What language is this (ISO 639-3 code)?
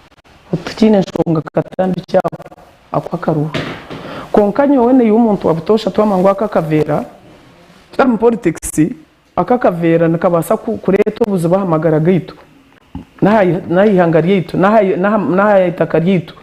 nyn